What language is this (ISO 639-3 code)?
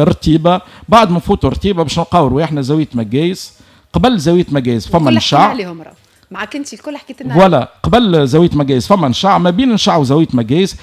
aeb